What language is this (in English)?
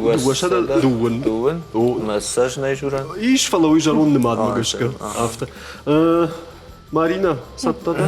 Ossetic